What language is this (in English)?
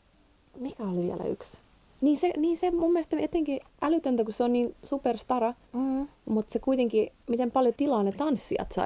Finnish